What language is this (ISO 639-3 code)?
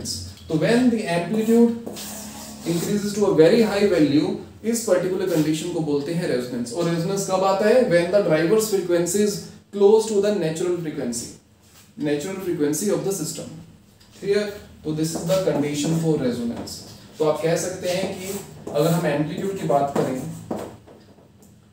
hin